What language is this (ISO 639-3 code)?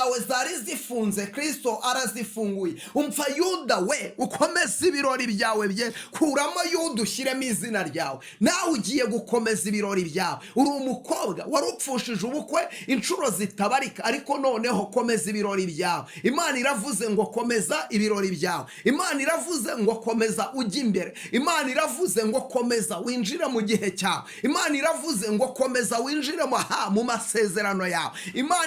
kin